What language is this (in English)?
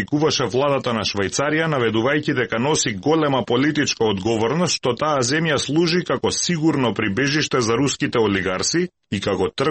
Macedonian